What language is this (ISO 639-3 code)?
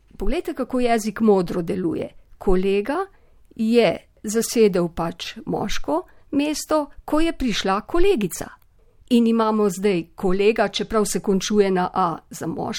slv